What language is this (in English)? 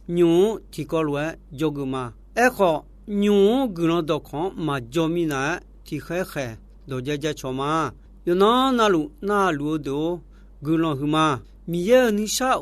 Akha